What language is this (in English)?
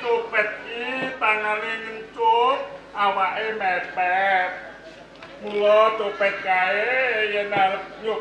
Javanese